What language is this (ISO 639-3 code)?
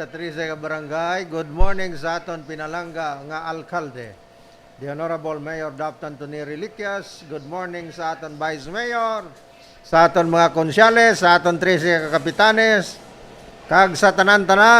hil